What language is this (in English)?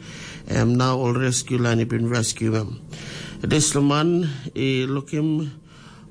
Tok Pisin